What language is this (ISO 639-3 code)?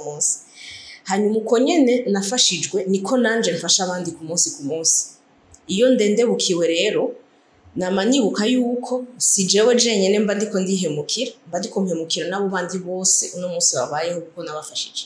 run